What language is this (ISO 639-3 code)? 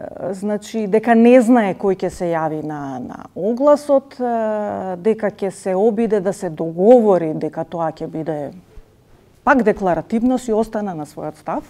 mkd